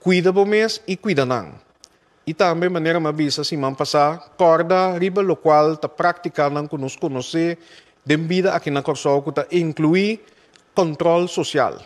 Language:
Papiamento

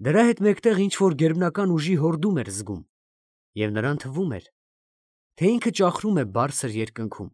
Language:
Armenian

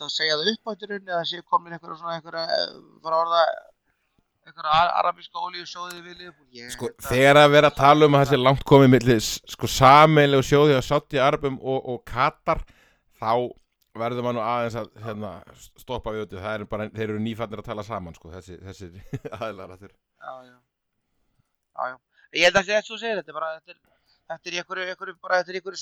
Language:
Icelandic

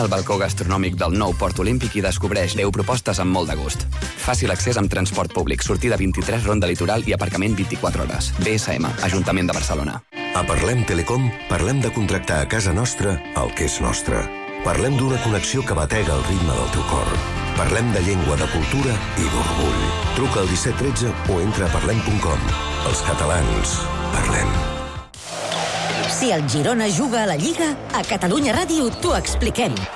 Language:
Catalan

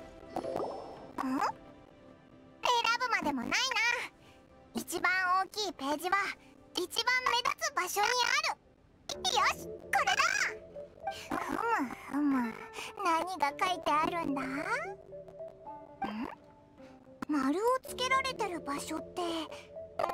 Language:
Japanese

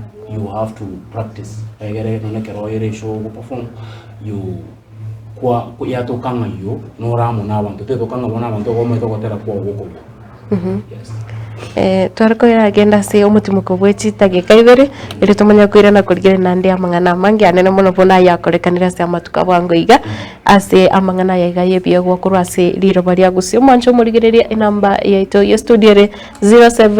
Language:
Gusii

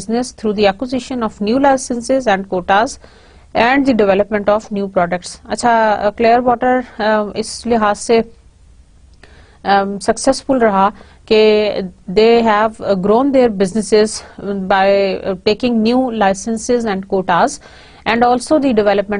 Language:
Urdu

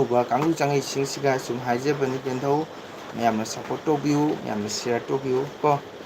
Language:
Manipuri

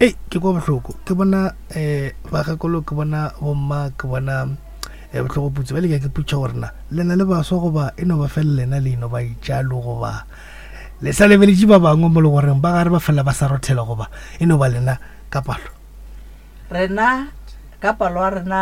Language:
Northern Sotho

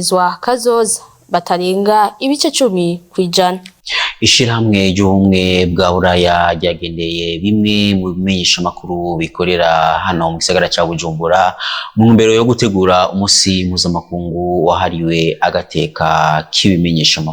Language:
Rundi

